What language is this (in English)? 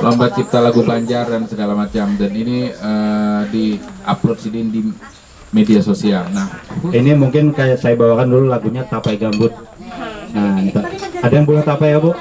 Banjar